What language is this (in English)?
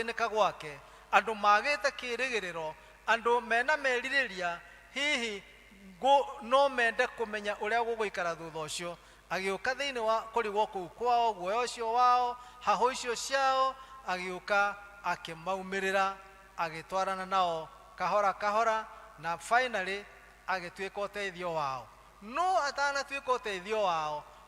Kikuyu